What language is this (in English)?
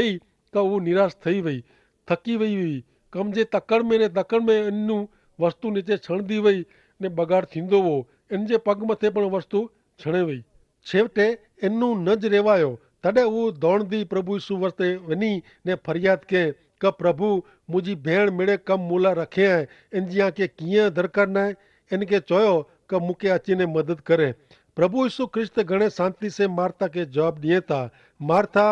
Kachhi